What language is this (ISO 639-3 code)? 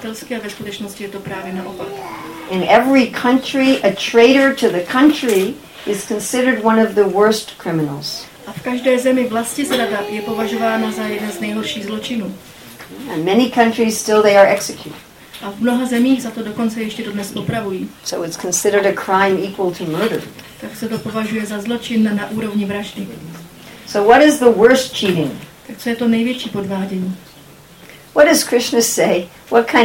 ces